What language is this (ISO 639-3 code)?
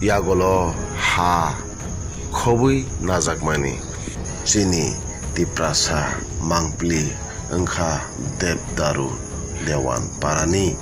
trp